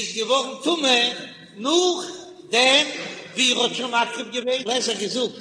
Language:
Yiddish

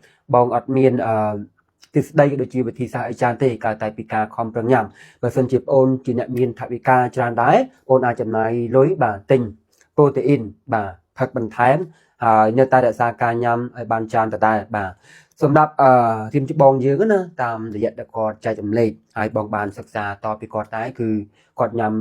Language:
Khmer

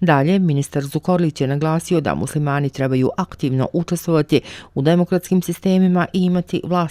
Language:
Bosnian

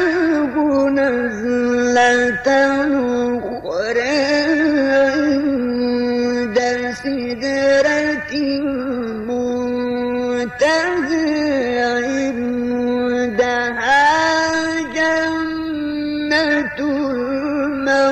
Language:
Arabic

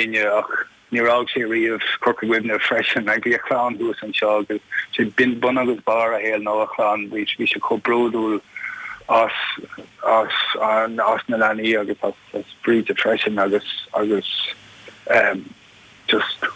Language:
Irish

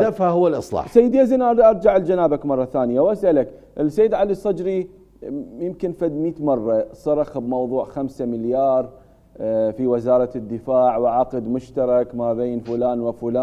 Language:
Mesopotamian Arabic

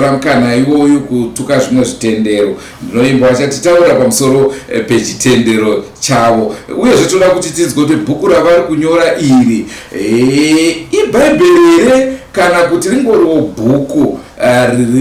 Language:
Shona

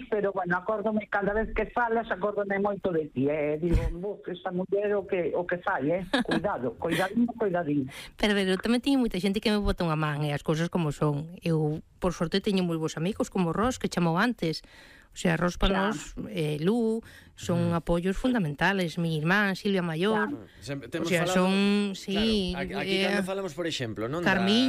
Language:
Galician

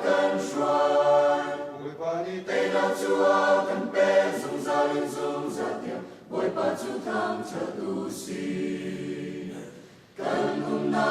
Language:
Hakha Chin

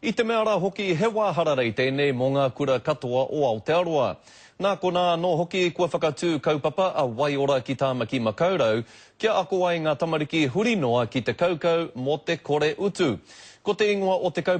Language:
Māori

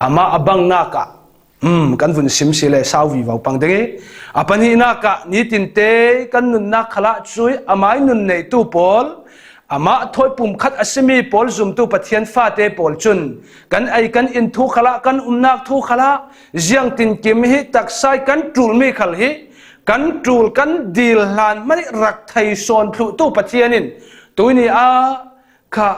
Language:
Falam Chin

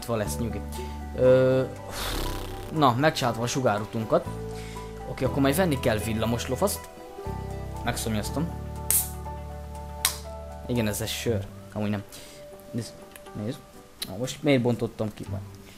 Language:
Hungarian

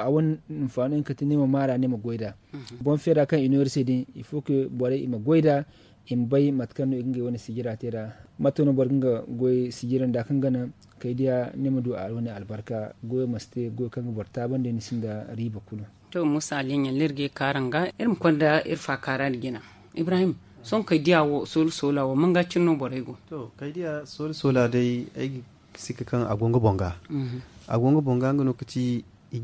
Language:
Zarma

